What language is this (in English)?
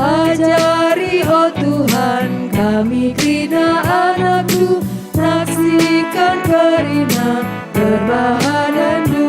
Batak Karo